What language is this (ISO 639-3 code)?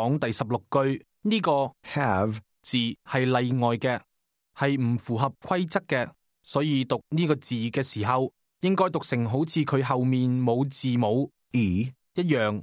yue